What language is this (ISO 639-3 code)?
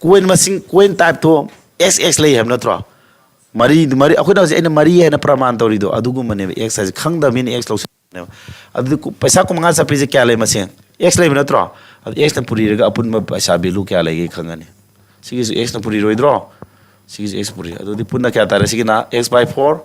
mni